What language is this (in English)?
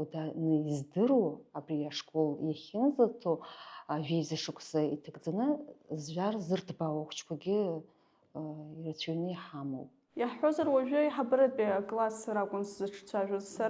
Abkhazian